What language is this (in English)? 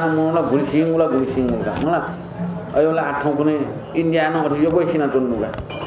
Newari